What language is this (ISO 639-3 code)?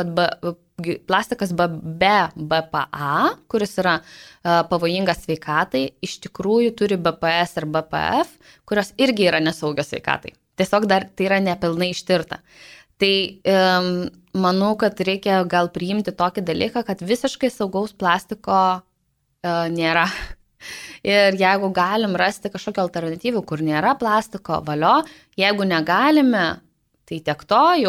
lit